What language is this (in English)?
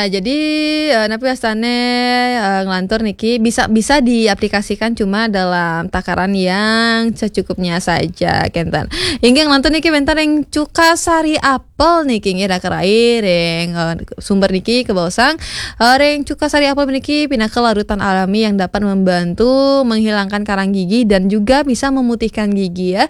Balinese